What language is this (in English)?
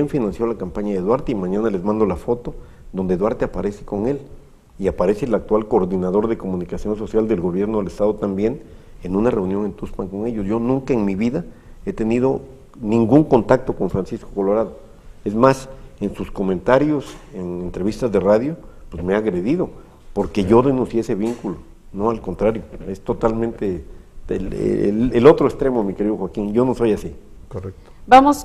Spanish